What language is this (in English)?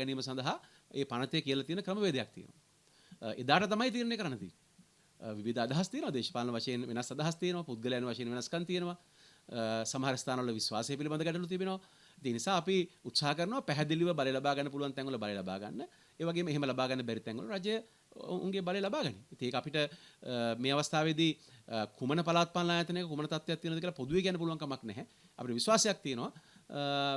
Sinhala